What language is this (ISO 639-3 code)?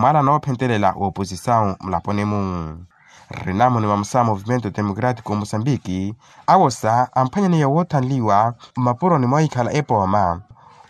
vmw